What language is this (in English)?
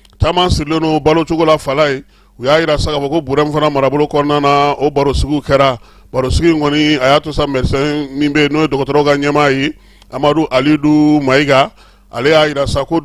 Bambara